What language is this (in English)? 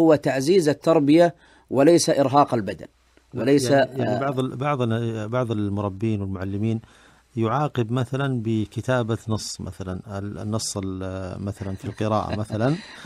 Najdi Arabic